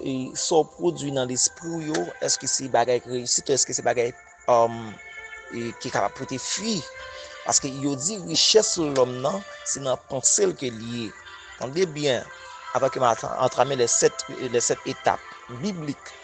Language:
Haitian Creole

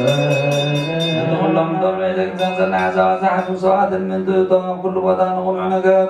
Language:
Tigrinya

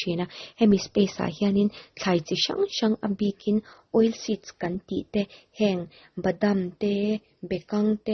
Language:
Mizo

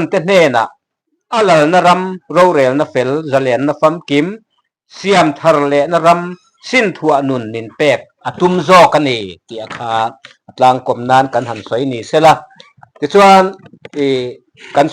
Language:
Mizo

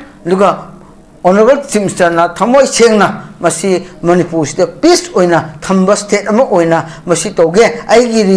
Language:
Manipuri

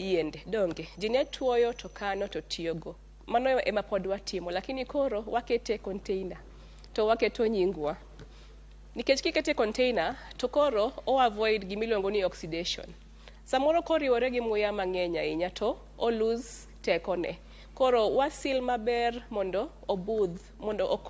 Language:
Luo (Kenya and Tanzania)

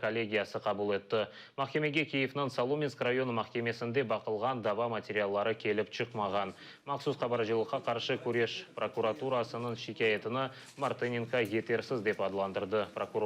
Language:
Crimean Tatar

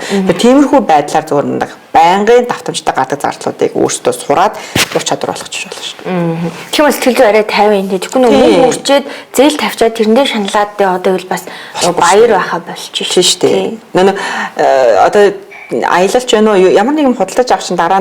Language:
Mongolian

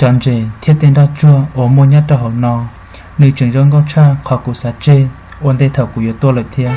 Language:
Hmong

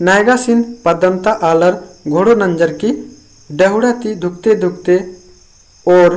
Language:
Kurukh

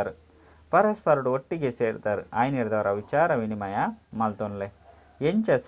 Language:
Tulu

